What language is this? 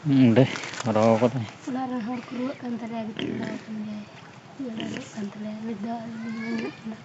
Santali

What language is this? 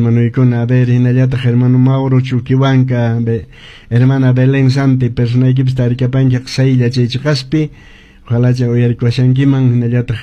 Quechua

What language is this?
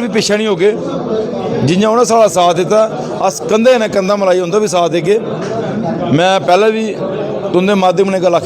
Dogri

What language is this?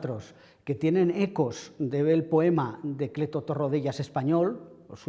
Aragonese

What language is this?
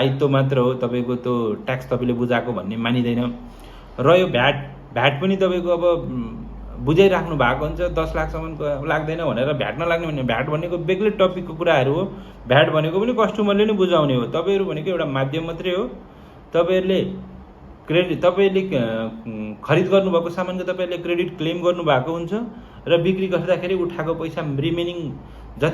Nepali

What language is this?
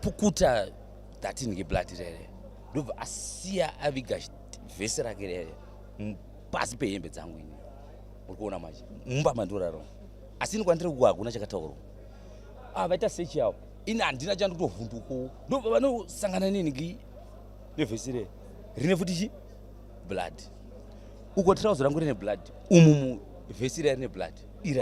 Shona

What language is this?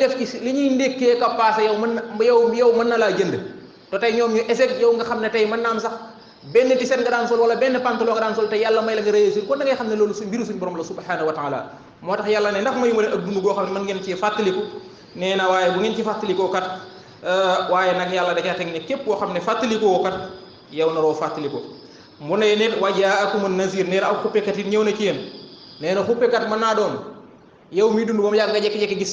Wolof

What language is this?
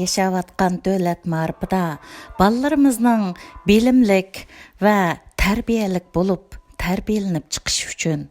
Uyghur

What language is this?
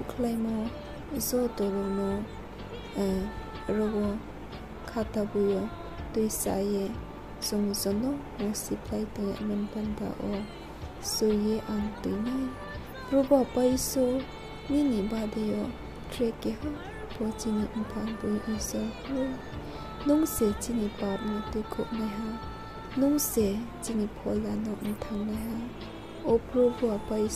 Riang (India)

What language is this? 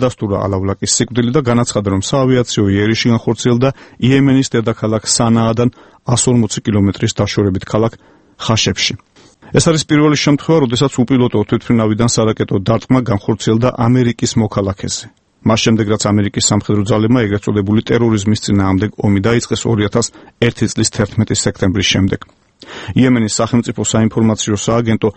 Georgian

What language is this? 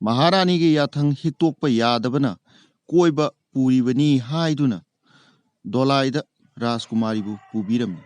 Manipuri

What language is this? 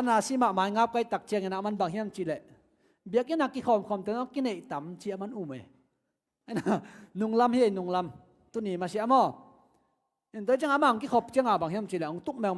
Tedim Chin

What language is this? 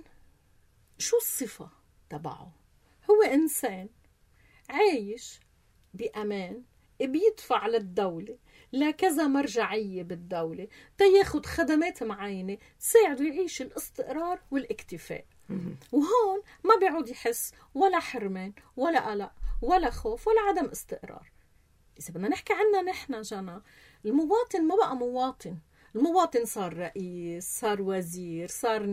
North Levantine Arabic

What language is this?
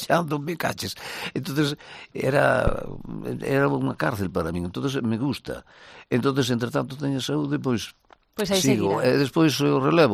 Galician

